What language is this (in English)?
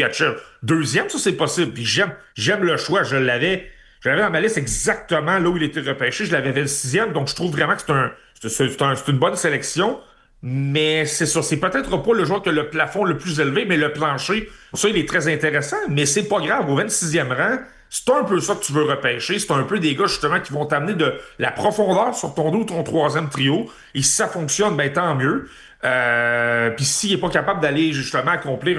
French